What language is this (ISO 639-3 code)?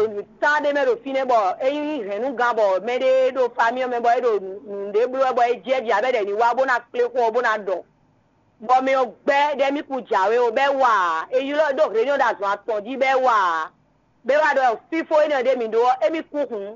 fon